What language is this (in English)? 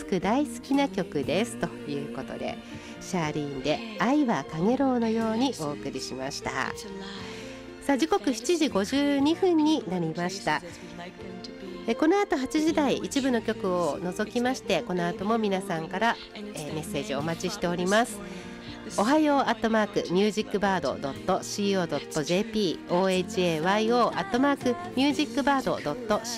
Japanese